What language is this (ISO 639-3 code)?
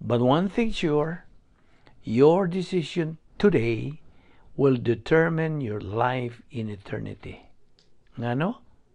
ceb